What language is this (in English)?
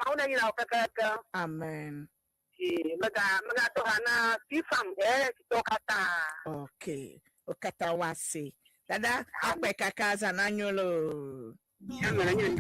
Ewe